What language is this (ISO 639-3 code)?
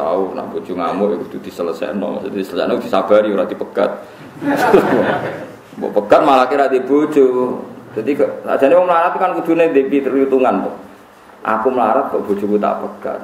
jav